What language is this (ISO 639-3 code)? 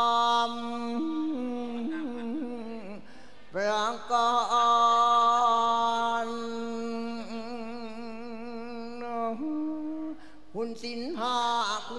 tha